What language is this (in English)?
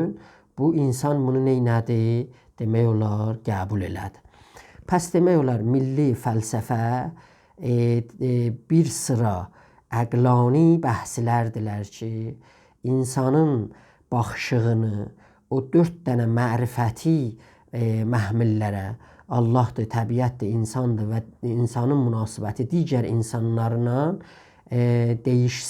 South Azerbaijani